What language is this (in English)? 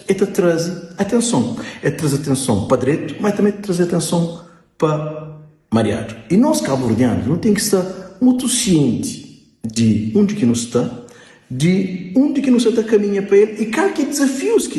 Kabuverdianu